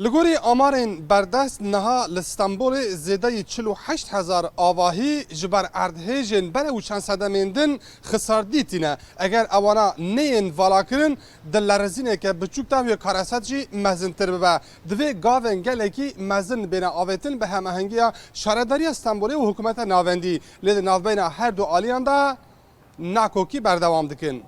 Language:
Kurdish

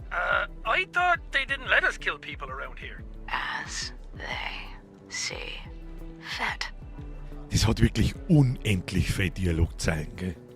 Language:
Bavarian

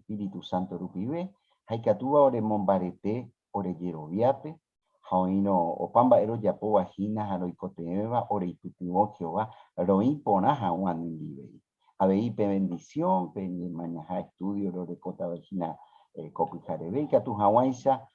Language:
Guarani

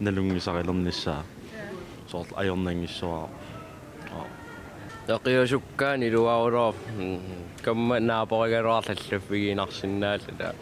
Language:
Kalaallisut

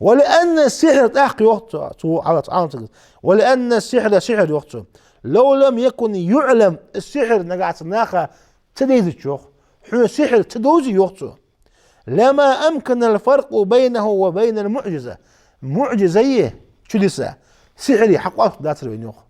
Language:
Ingush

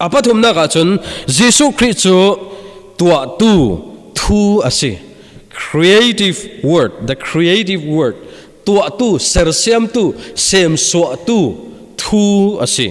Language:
Falam Chin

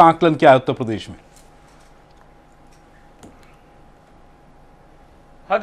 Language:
Hindi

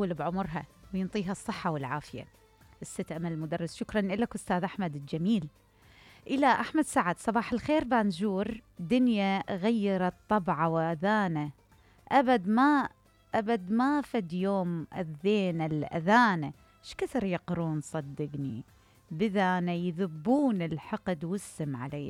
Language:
Mesopotamian Arabic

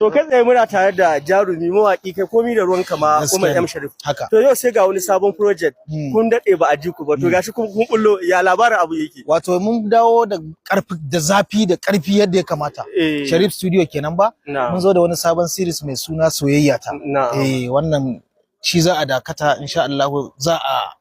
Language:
Hausa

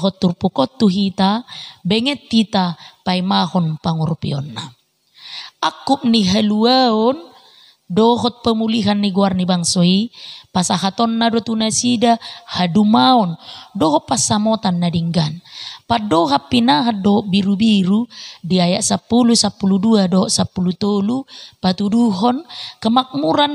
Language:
Batak Toba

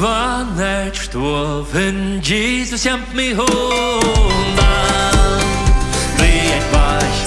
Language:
Plautdietsch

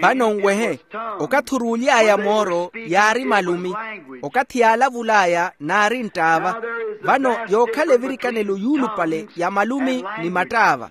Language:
Makhuwa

